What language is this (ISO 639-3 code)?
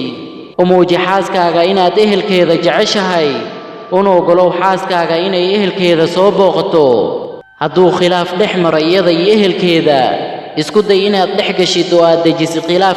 som